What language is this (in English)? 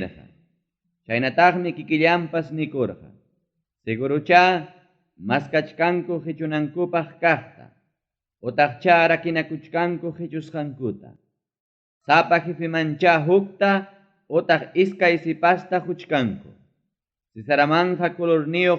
Ayacucho Quechua